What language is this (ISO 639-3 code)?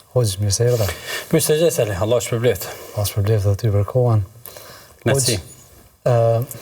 sqi